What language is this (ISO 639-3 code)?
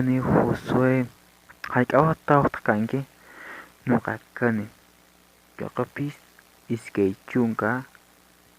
que